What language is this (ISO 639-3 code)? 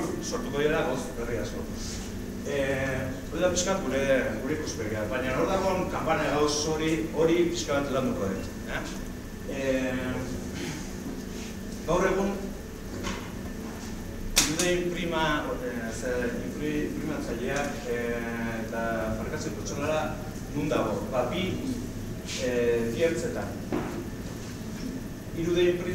eus